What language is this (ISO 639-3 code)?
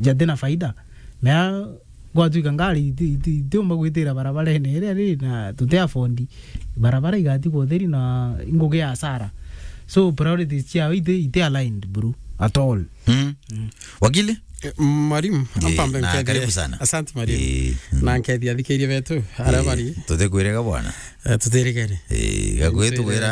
mer